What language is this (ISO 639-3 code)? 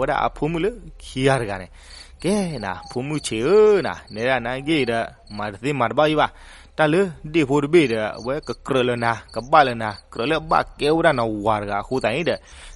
ksw